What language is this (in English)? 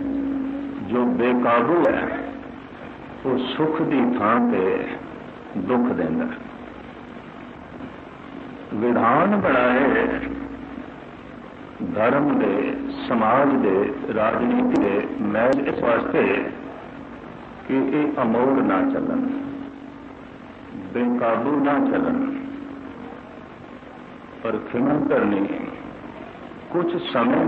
Punjabi